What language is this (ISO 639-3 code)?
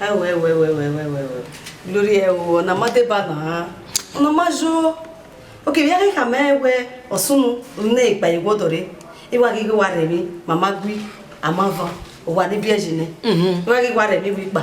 bin